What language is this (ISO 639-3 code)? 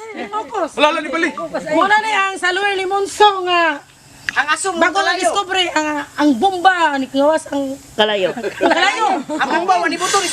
ceb